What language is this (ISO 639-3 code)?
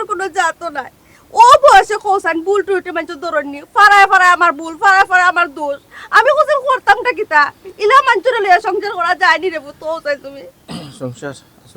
syl